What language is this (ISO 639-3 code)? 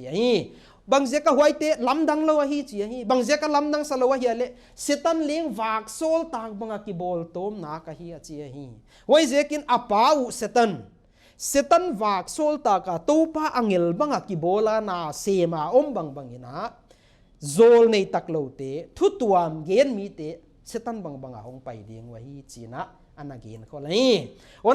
pck